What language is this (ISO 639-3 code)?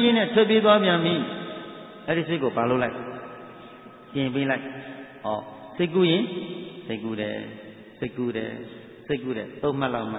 mya